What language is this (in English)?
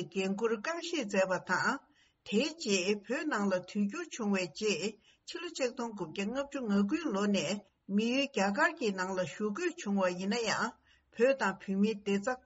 Tibetan